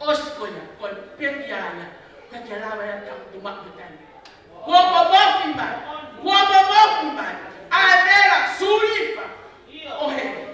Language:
Tongan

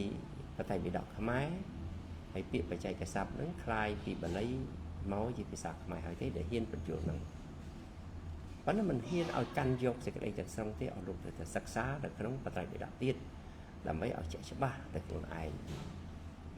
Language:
Khmer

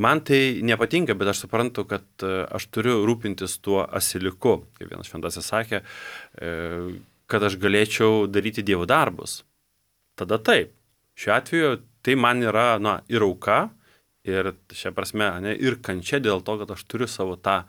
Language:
Lithuanian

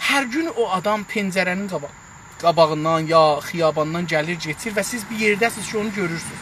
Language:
South Azerbaijani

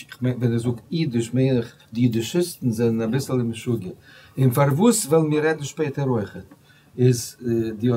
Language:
Yiddish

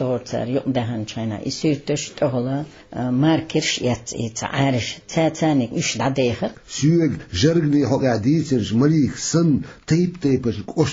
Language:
Chechen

